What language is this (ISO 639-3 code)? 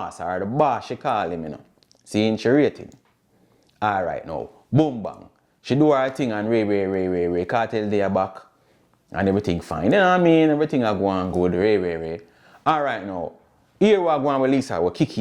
jam